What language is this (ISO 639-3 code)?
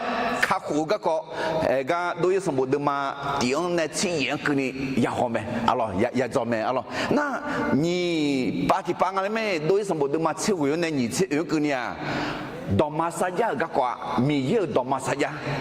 ahk